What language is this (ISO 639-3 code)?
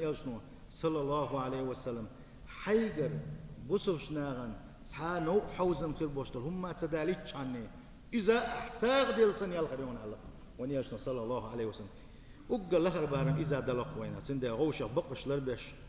che